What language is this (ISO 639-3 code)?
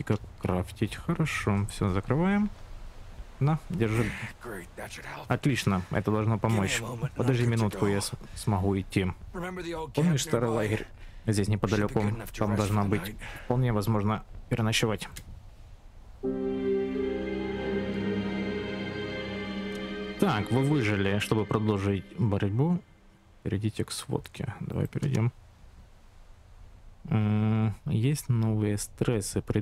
rus